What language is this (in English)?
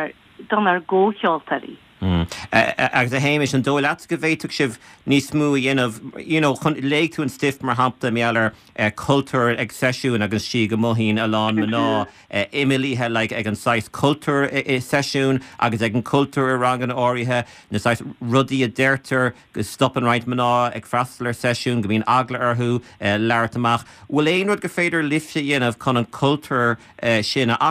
Irish